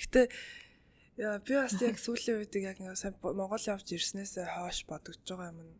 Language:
Mongolian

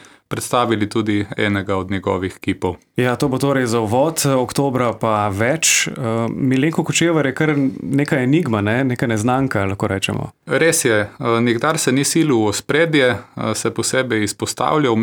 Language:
Slovenian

